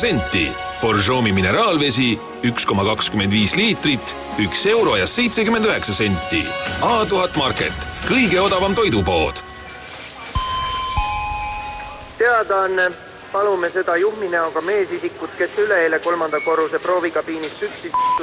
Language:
Estonian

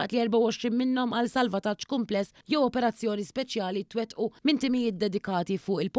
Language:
Maltese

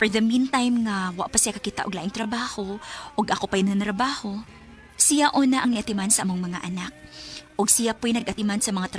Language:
Cebuano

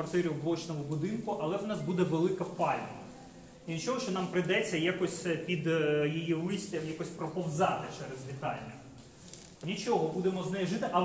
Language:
Ukrainian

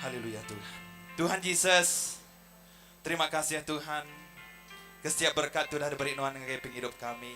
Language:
Iban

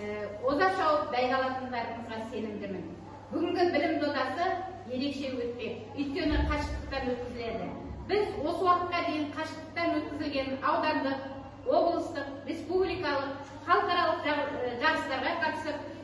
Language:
Kazakh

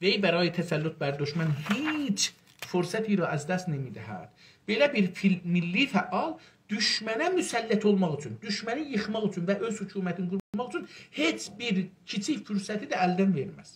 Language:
South Azerbaijani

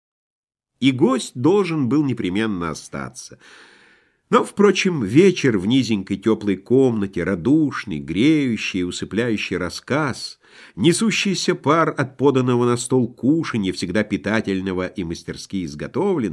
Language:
Russian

